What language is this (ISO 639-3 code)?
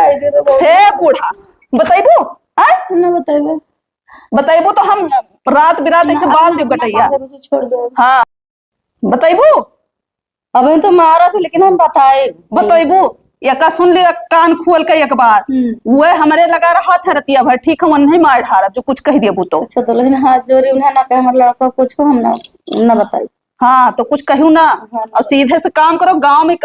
awa